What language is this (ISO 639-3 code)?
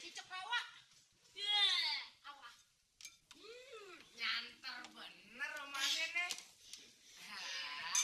bew